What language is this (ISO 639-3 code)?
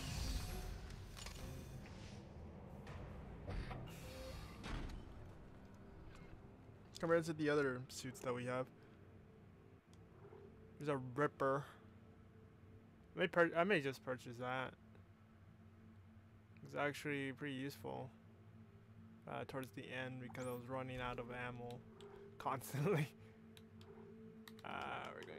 eng